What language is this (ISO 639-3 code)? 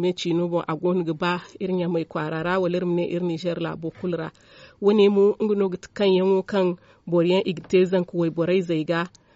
dje